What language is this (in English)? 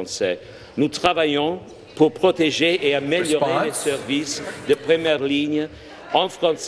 French